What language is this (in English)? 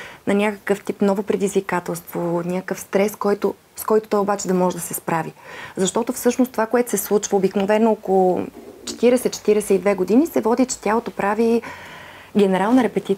Bulgarian